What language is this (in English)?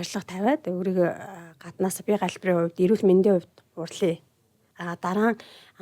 Mongolian